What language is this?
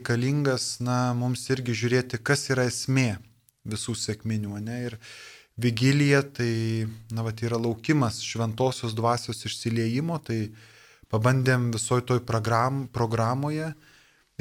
Lithuanian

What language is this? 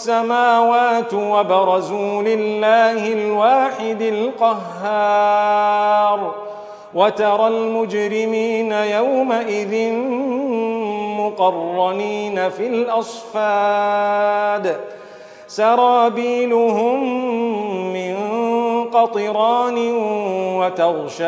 Arabic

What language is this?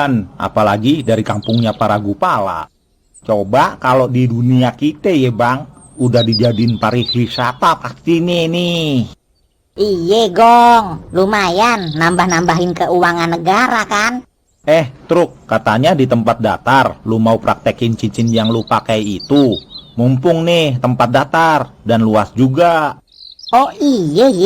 Betawi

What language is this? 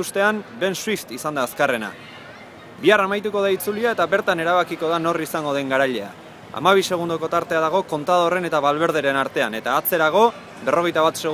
Basque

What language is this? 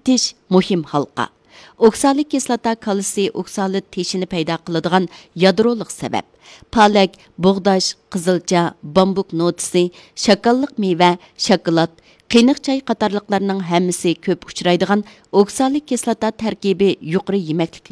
Uyghur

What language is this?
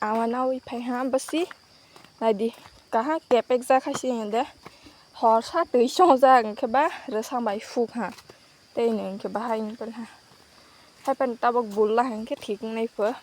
Kok Borok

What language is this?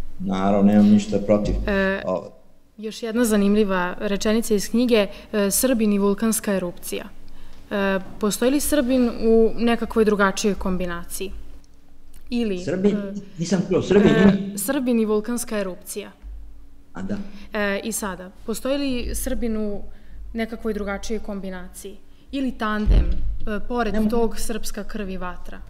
Serbian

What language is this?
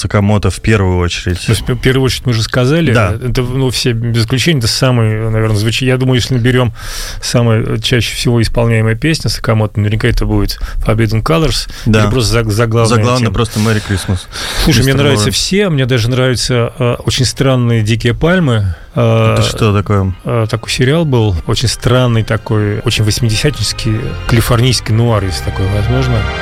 Russian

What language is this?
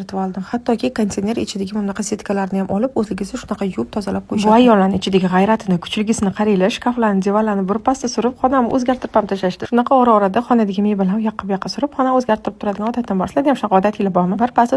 Uzbek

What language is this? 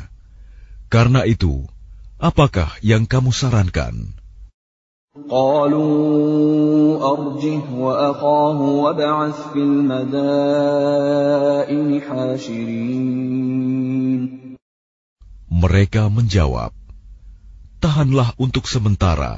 Indonesian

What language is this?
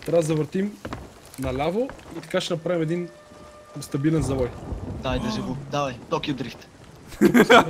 Bulgarian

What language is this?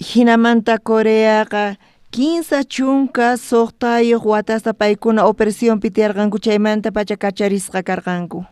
South Bolivian Quechua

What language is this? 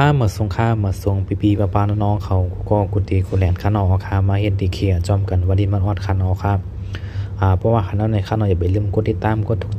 Shan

